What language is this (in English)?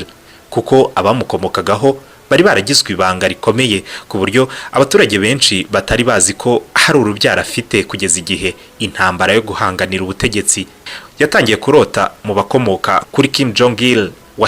Kinyarwanda